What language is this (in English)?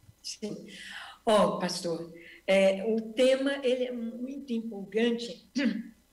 Portuguese